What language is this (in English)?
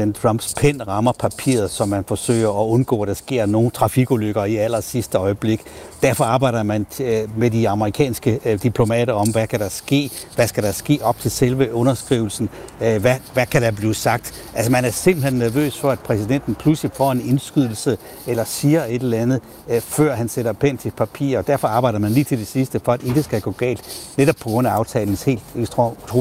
Danish